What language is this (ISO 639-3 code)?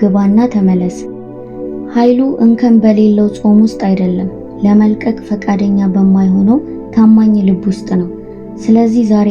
amh